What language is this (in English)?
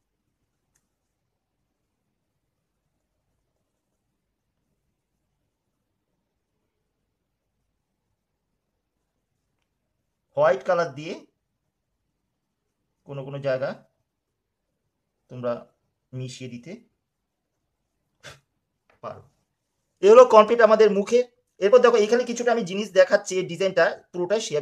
Bangla